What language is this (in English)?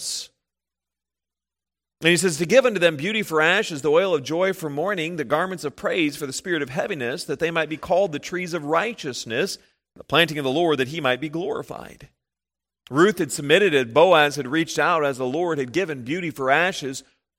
English